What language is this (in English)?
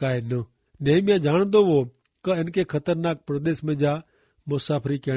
Kachhi